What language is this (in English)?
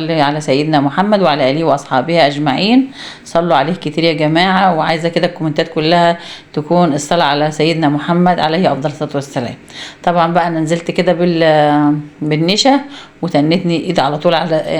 Egyptian Arabic